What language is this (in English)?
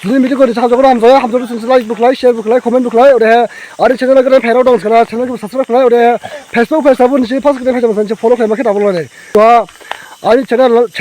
Dimasa